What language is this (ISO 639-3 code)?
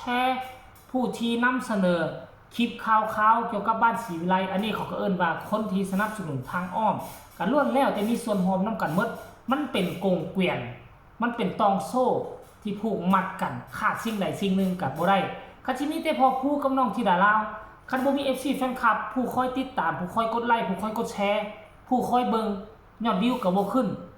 tts